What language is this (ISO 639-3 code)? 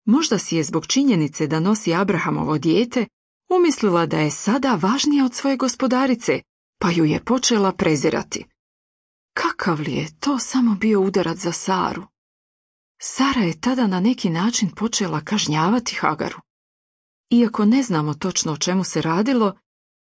hrv